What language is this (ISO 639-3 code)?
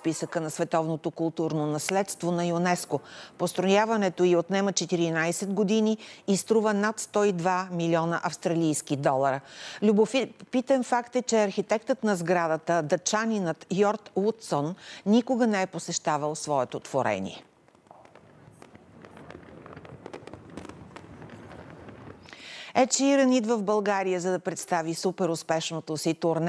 bul